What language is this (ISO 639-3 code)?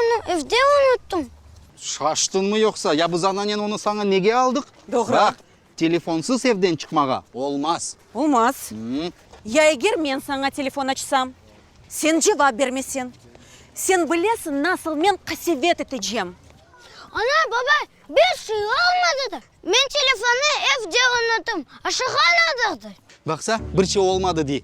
crh